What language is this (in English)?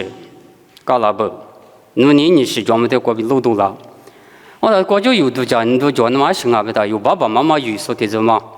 Lisu